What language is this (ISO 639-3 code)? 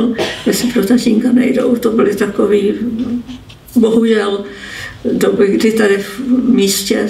ces